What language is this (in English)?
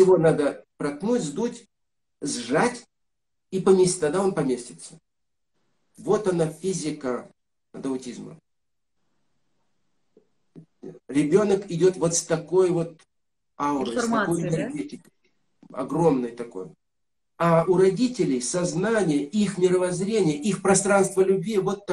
Russian